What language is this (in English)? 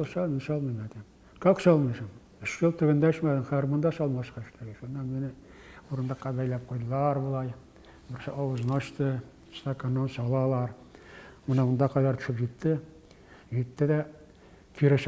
Tatar